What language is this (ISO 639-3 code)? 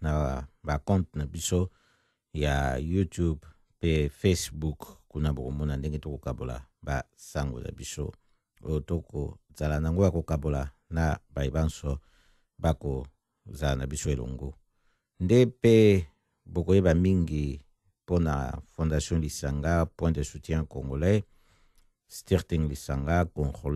lin